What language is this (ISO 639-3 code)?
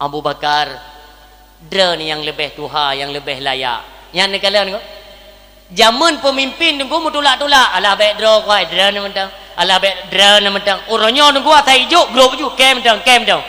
ace